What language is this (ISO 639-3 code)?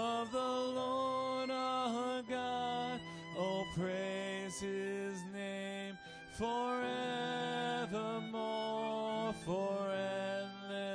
eng